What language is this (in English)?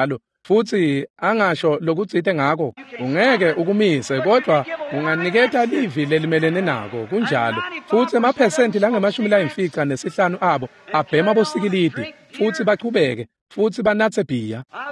Swati